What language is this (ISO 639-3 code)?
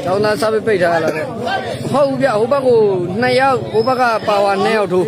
mya